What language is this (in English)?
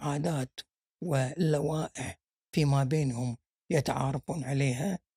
Gulf Arabic